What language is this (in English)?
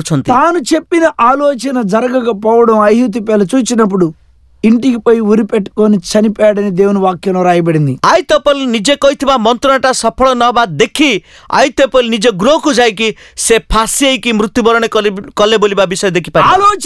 Odia